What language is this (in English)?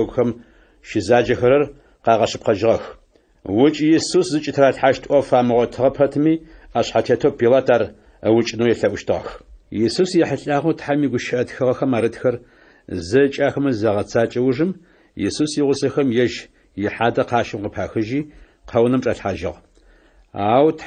Adyghe